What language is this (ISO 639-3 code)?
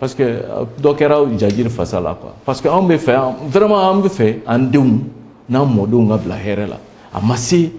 bam